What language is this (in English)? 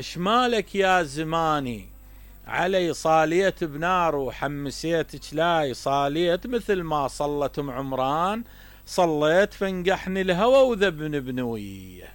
Mesopotamian Arabic